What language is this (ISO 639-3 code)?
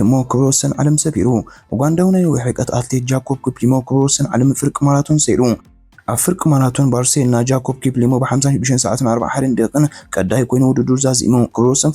tir